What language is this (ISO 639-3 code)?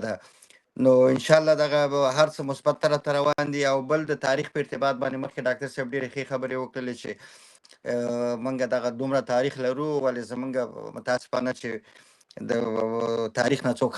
pus